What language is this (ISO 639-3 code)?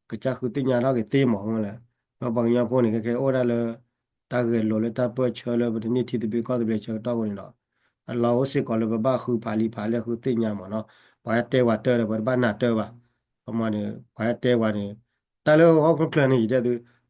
ksw